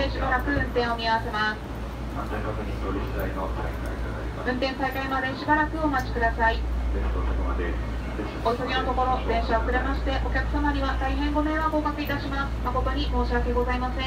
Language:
Japanese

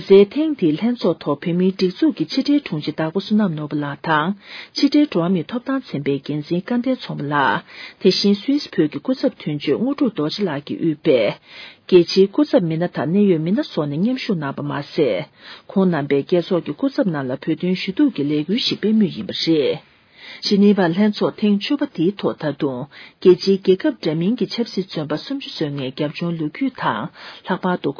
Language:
Tibetan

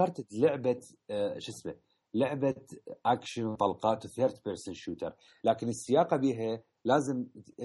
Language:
Mesopotamian Arabic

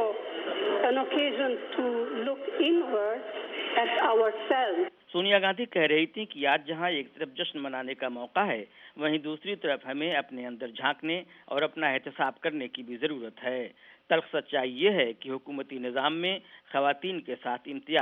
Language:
Urdu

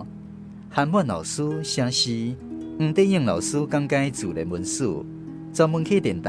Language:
Min Nan Chinese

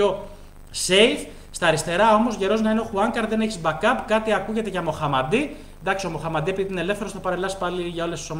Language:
Greek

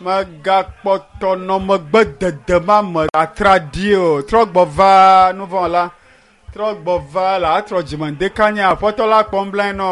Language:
Ewe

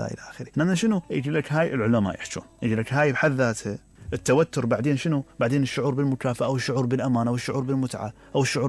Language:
Mesopotamian Arabic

